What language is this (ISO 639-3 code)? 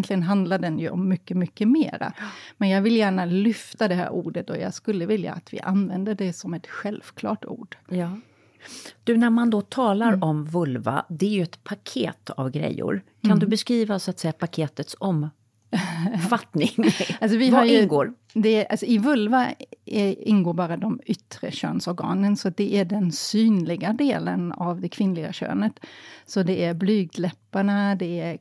swe